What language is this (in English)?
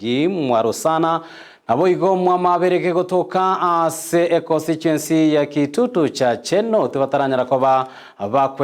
Gusii